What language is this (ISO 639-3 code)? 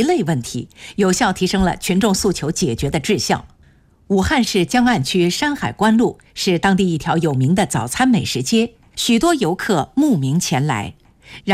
zho